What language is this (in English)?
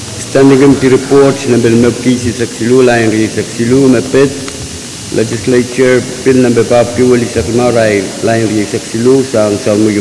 Pohnpeian